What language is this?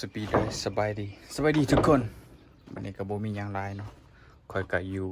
Lao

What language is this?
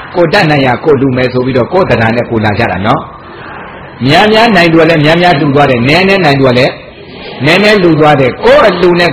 Burmese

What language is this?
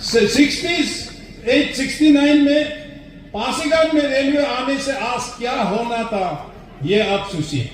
Adi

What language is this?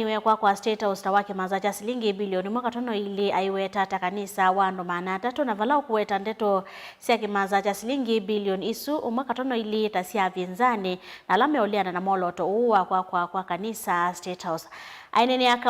Kamba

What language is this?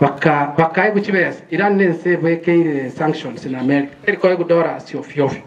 Gusii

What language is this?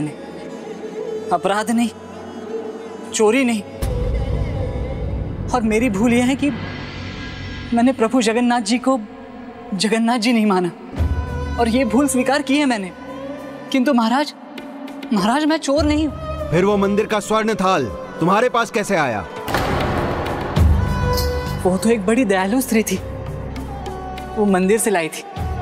Hindi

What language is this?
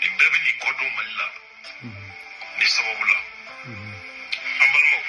Bambara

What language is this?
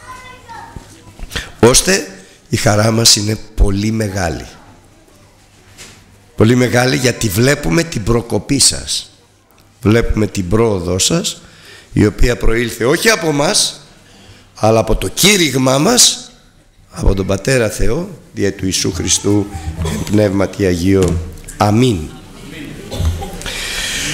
Greek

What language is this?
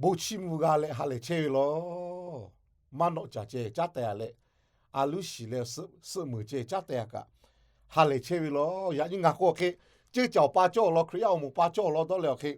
Lahu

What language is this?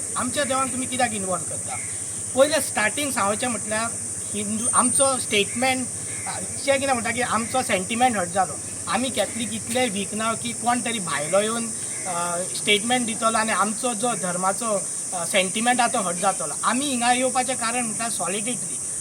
Konkani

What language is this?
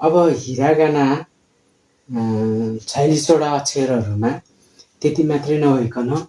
Nepali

